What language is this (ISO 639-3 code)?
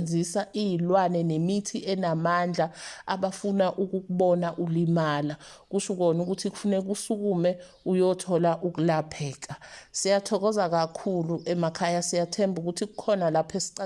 zul